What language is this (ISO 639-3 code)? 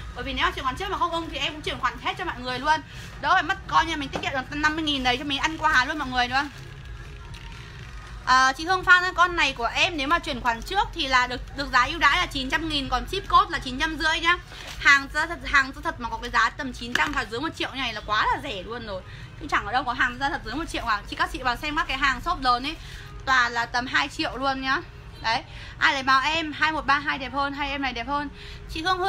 vie